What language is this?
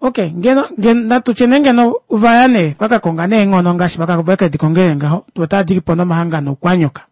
Kuanyama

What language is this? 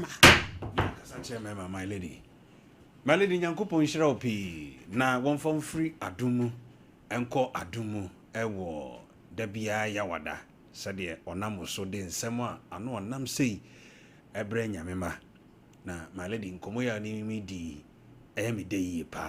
Akan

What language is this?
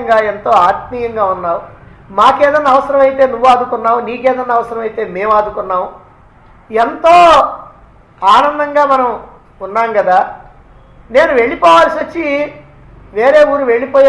Telugu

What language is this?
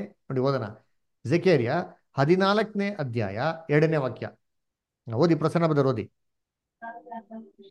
Kannada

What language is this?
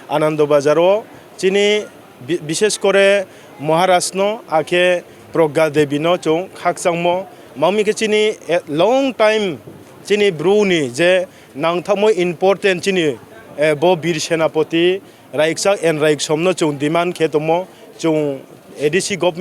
Riang (India)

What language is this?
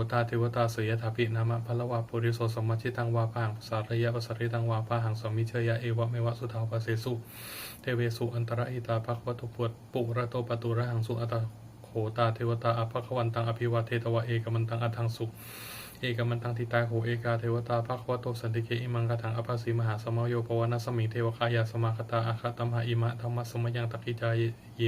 Pali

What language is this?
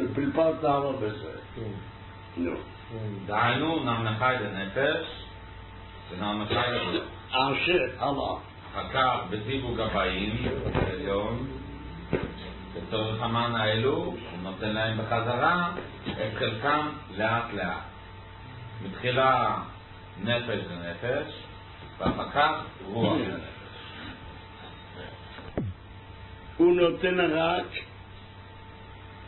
Hebrew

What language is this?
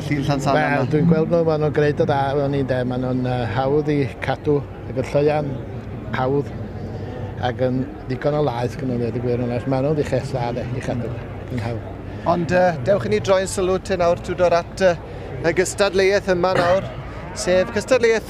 Welsh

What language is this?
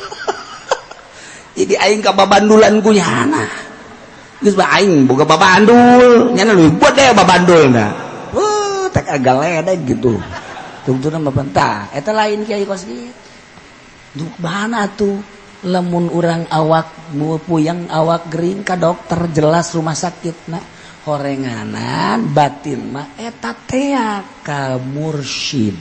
Sundanese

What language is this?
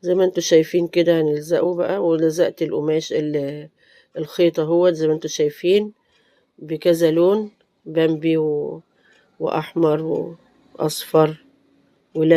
Egyptian Arabic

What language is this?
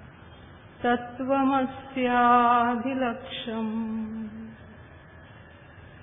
Marathi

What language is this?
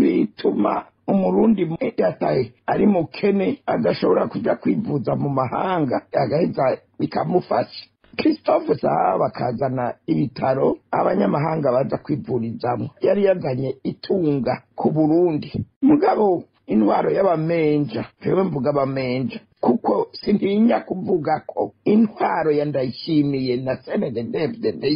Rundi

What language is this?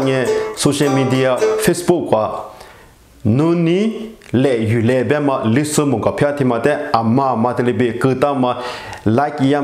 Lisu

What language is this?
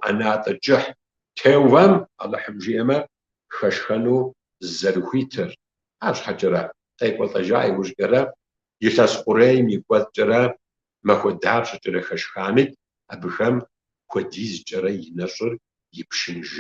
Kabardian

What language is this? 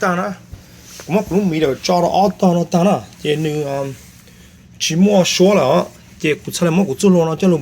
Hmong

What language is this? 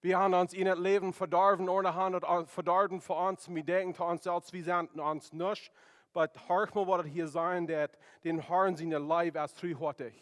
Plautdietsch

